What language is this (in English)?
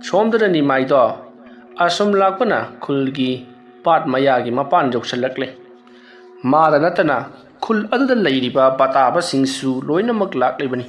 Manipuri